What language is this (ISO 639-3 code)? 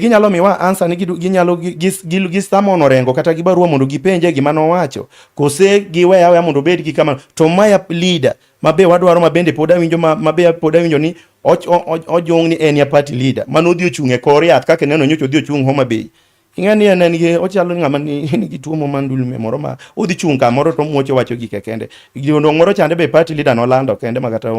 luo